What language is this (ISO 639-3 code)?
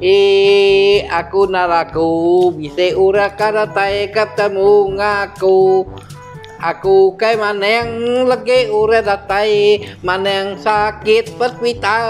iba